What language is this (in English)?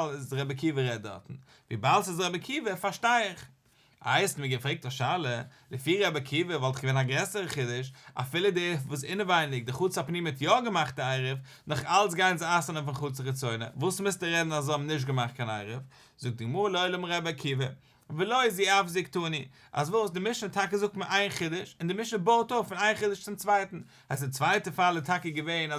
Yiddish